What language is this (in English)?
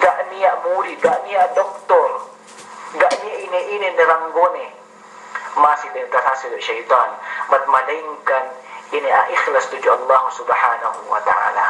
Yakan